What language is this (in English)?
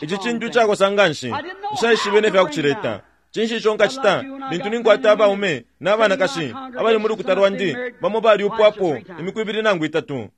Bemba